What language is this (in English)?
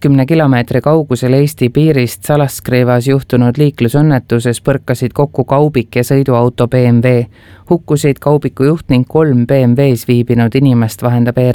Estonian